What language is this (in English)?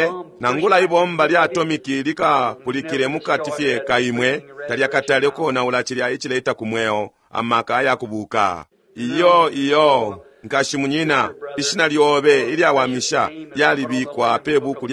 Bemba